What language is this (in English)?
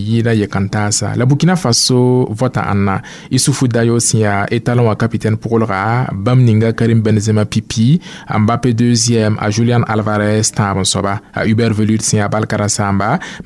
Mossi